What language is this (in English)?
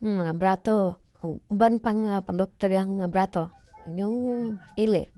Cebuano